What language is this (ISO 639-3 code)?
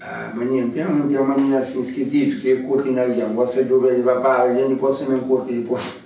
kea